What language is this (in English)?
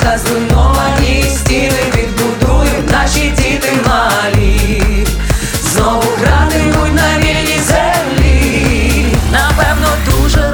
Ukrainian